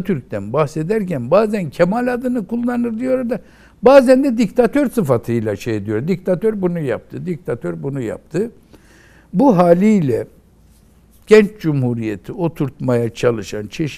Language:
Turkish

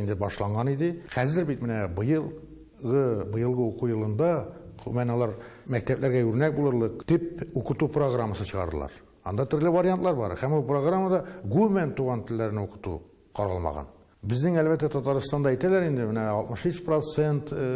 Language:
Tatar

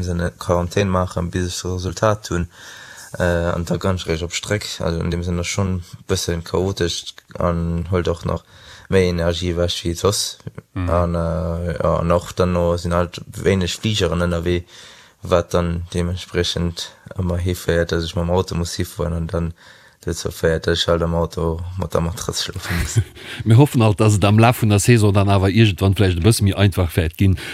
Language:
Luxembourgish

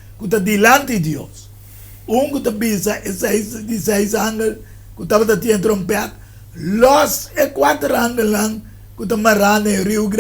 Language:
Papiamento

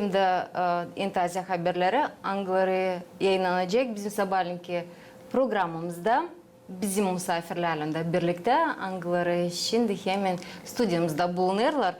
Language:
Gagauz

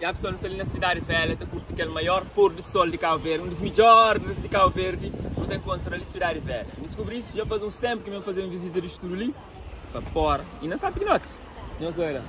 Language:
Kabuverdianu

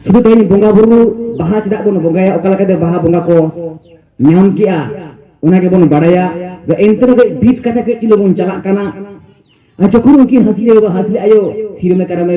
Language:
Santali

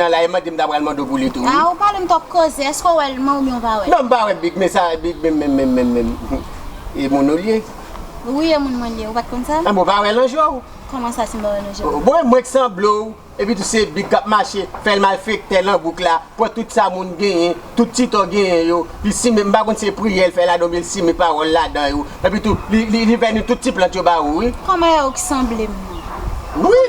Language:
Haitian Creole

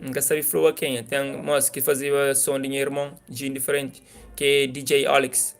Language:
Kabuverdianu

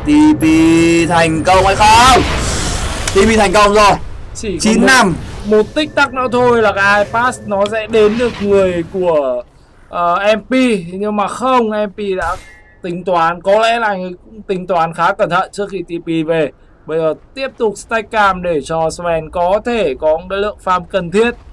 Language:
Vietnamese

